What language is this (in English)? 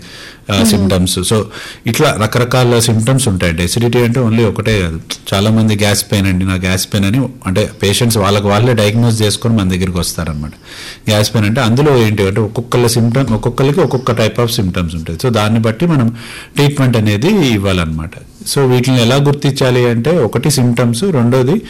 Telugu